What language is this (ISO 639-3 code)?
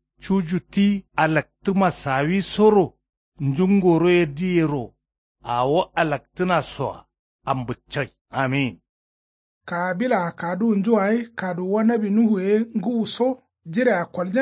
kau